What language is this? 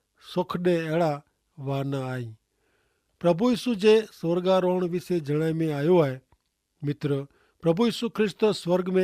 Kachhi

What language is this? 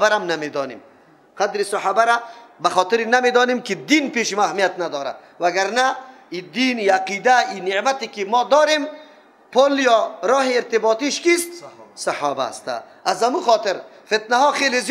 Persian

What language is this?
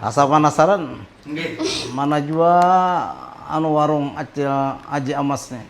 Banjar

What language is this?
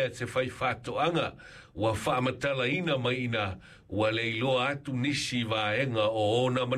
Samoan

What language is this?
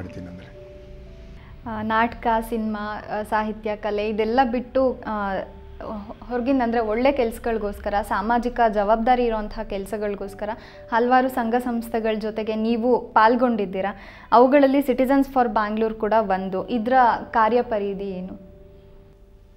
Kannada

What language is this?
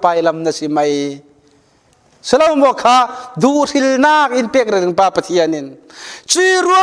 Falam Chin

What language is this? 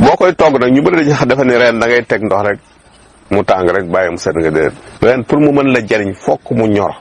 Wolof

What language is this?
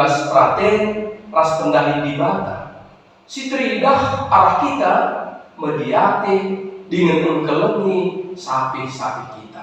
Batak Karo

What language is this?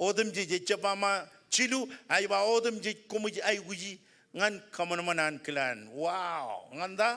Marshallese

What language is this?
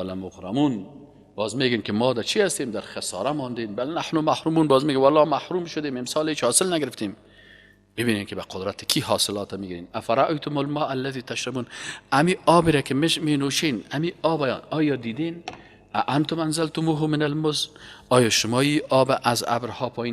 Persian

